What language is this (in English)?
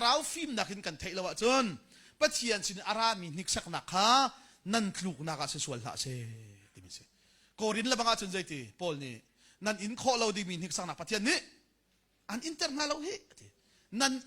Hakha Chin